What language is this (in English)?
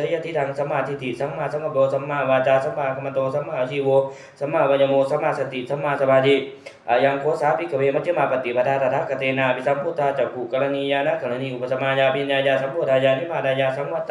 Pali